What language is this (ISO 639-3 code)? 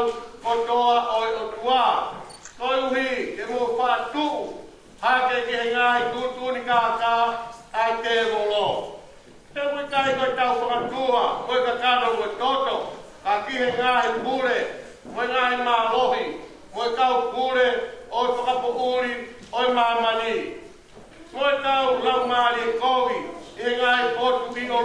ton